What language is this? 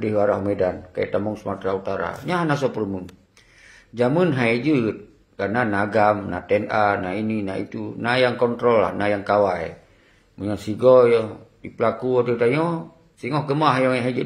Achinese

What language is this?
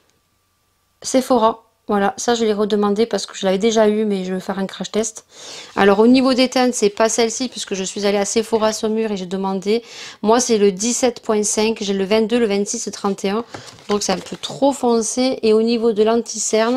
French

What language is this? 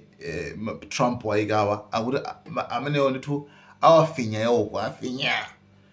Nyanja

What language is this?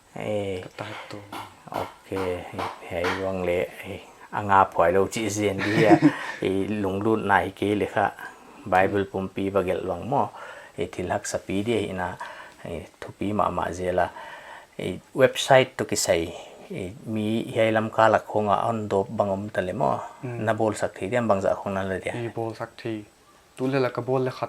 Paite Chin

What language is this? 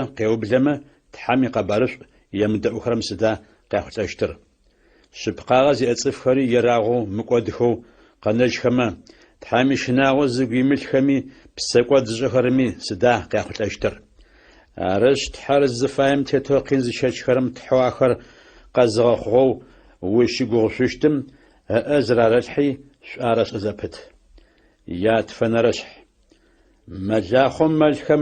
Adyghe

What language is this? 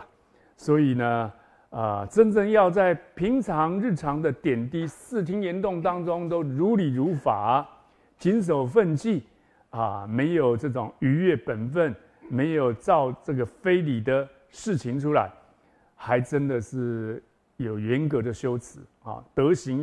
Chinese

